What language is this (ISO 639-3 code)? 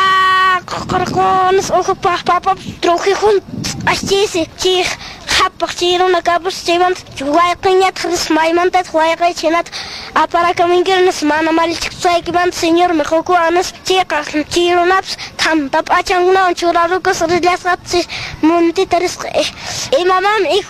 que